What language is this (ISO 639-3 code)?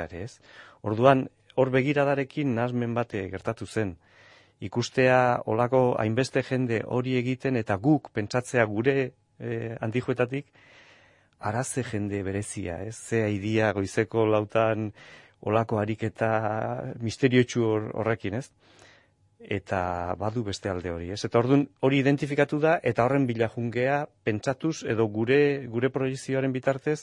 eus